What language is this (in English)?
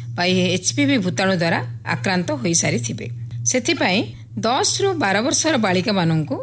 Odia